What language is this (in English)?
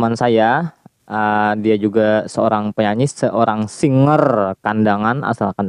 Banjar